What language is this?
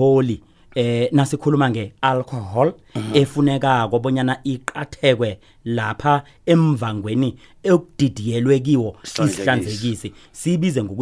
South Ndebele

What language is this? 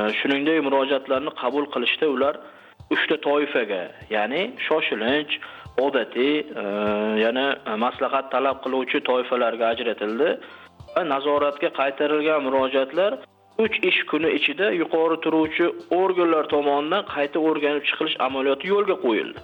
Uzbek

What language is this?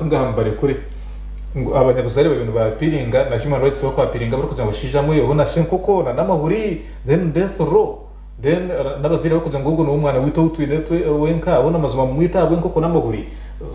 Nyankole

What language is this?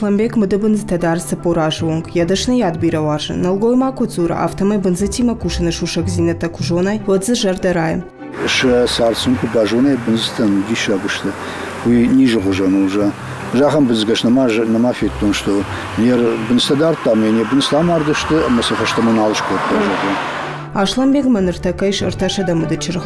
Ossetic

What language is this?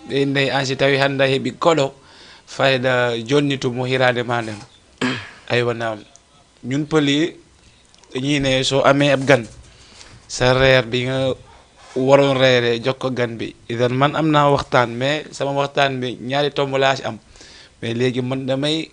Fula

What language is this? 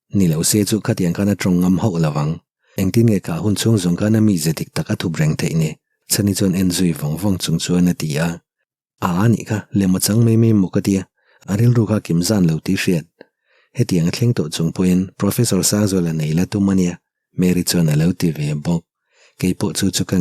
Mizo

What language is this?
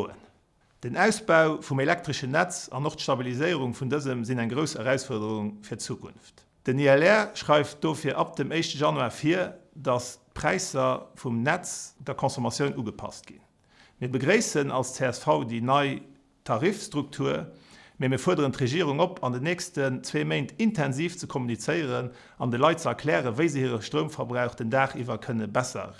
Luxembourgish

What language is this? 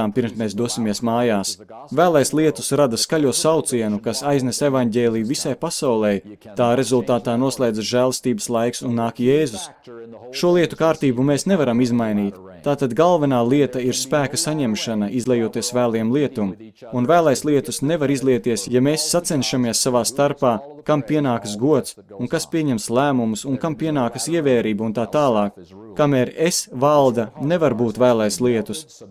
Latvian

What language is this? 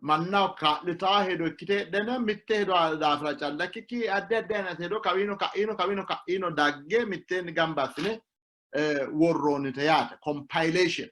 Sidamo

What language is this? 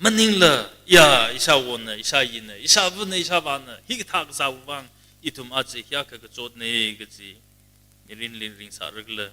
Tangkhul Naga (India)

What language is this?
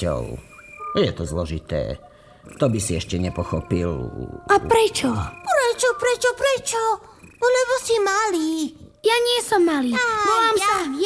Slovak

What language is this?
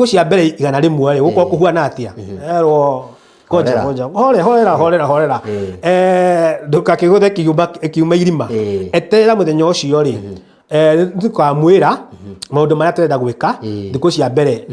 Kikuyu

